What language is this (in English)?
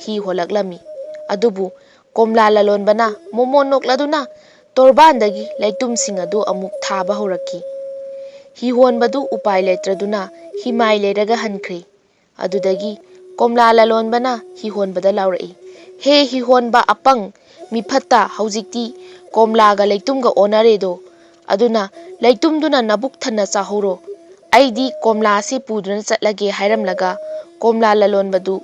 Manipuri